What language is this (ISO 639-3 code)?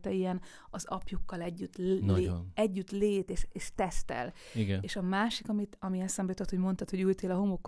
hun